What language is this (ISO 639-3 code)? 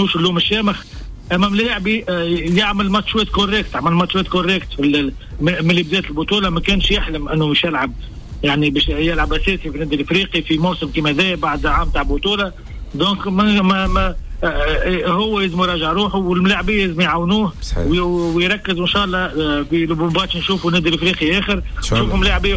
aeb